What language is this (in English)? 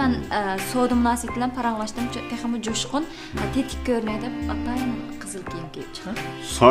Uyghur